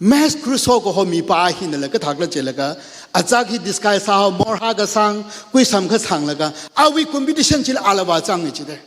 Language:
Tangkhul Naga (India)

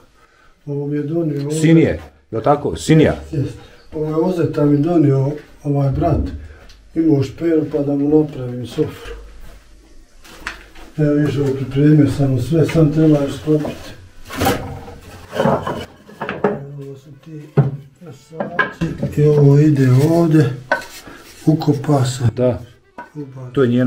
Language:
Bosnian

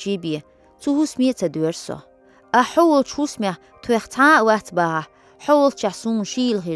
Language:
Chechen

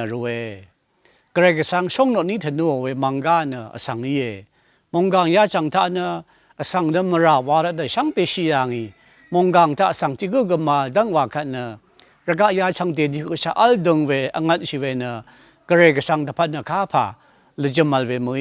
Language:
Rawang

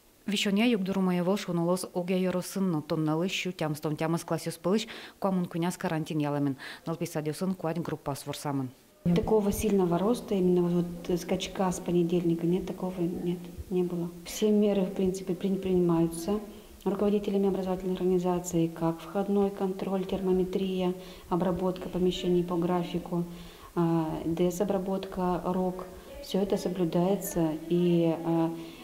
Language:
Udmurt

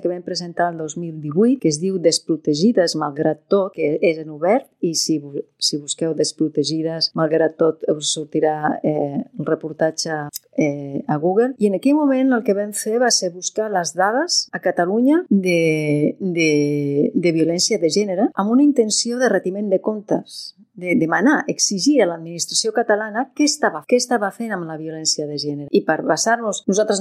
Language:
Catalan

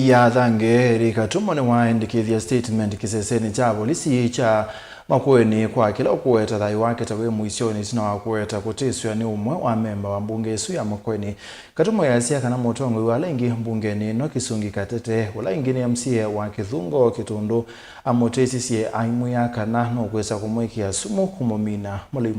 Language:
Kamba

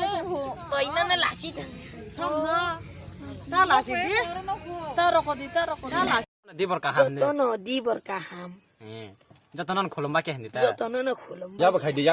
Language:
Kok Borok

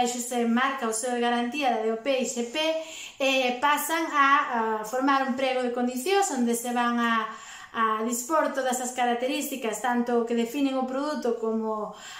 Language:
Galician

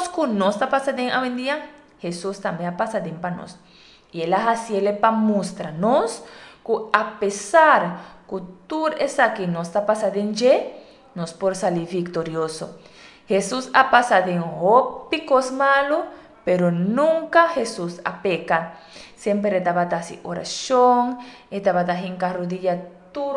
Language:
Papiamento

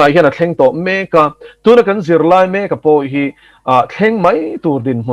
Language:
Mizo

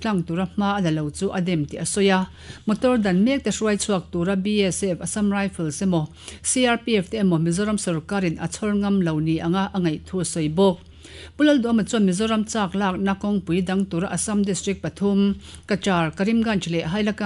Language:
Mizo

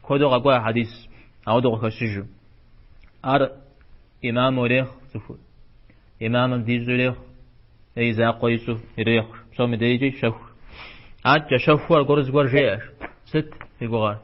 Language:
Kabardian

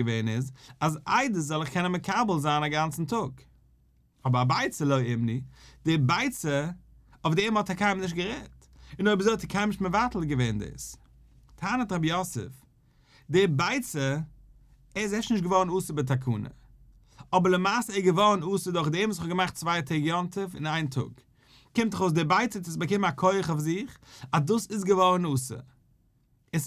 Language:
Yiddish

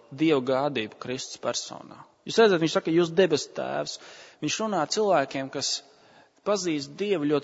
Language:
Latvian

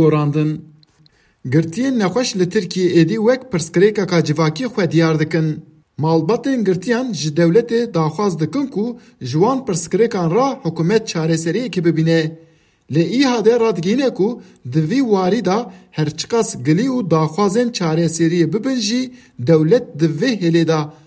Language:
Kurdish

